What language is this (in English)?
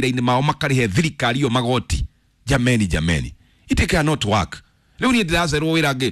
Kikuyu